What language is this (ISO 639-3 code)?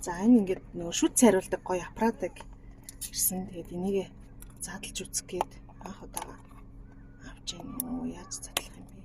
mon